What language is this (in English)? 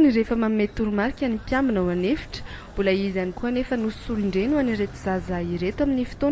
Malagasy